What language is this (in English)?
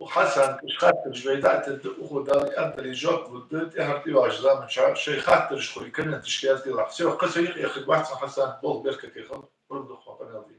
Ingush